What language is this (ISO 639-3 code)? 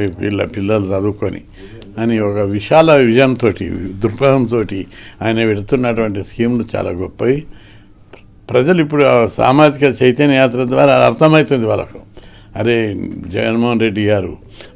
tel